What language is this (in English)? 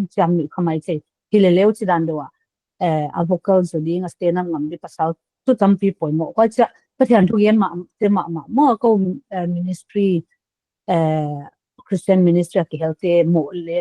Paite Chin